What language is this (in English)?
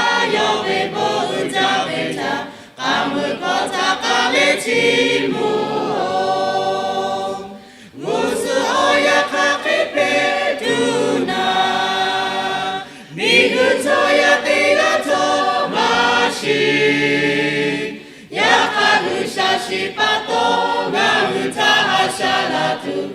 Lahu